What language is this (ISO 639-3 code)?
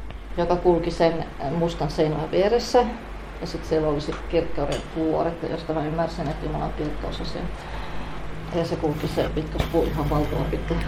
fin